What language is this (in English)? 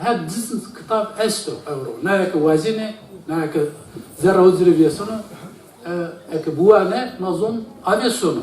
Zaza